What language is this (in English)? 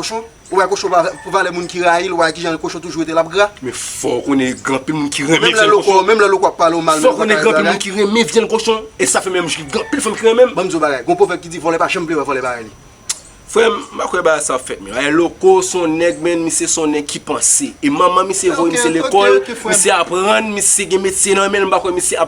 Haitian Creole